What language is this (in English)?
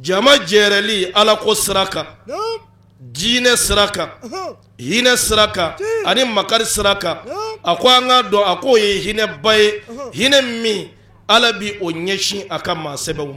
Bambara